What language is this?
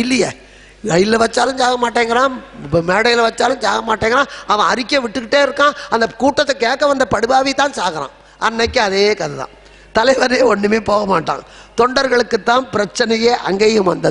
Tamil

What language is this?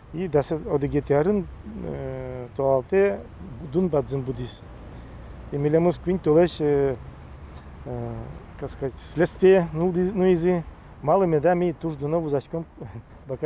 Udmurt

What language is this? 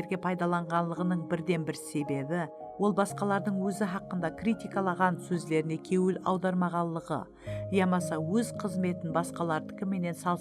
Kara-Kalpak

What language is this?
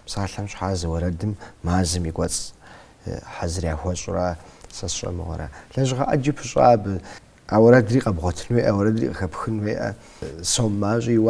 Kabardian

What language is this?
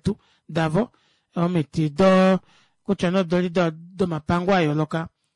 Kuanyama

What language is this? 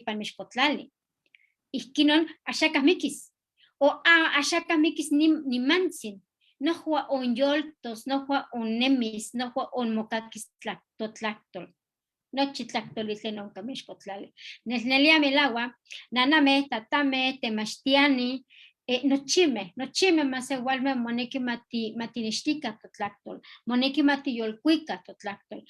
Eastern Huasteca Nahuatl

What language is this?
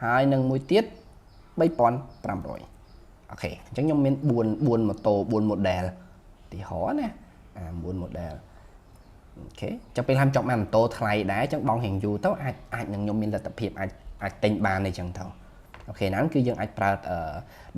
Khmer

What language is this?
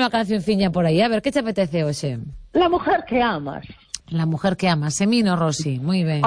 Galician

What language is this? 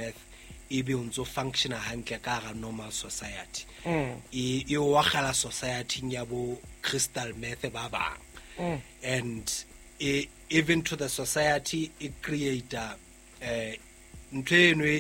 Southern Sotho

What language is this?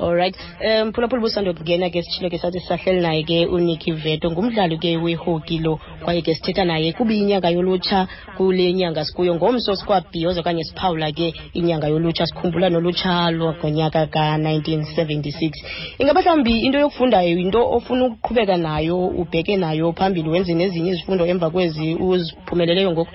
Xhosa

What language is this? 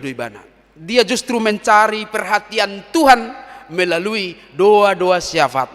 Batak Toba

